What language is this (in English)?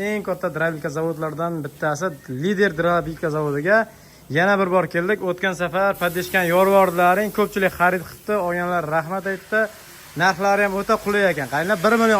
Uzbek